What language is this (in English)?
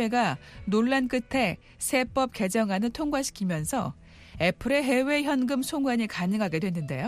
Korean